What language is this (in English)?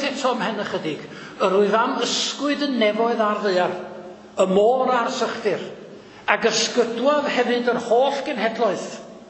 Welsh